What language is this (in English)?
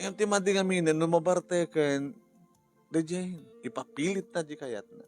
Iloko